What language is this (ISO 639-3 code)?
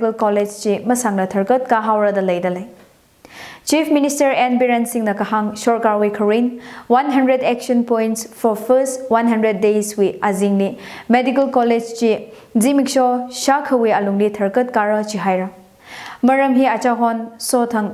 nmf